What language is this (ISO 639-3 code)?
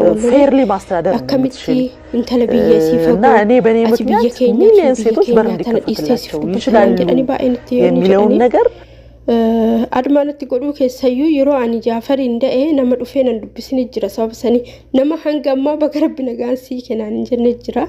orm